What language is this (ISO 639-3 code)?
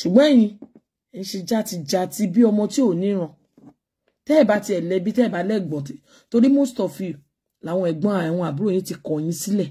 yor